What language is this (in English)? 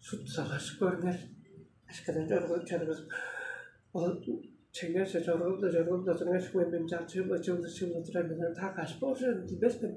Tuvinian